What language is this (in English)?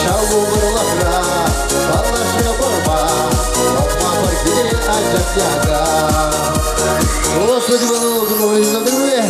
Chuvash